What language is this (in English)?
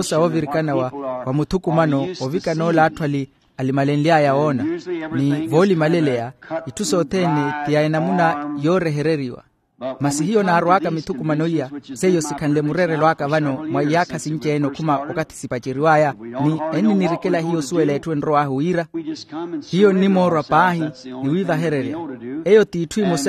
Makhuwa